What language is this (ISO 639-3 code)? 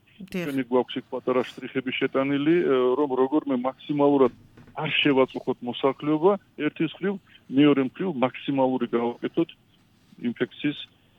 kat